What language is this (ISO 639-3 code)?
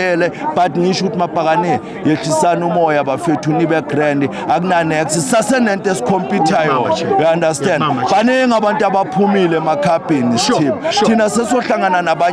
zul